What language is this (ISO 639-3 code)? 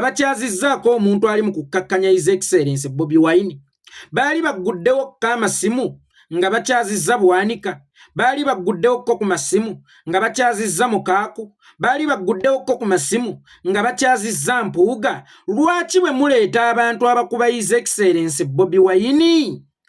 lug